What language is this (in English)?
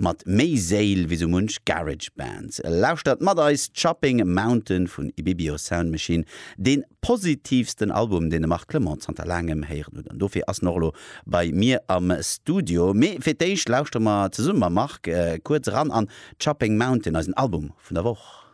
Luxembourgish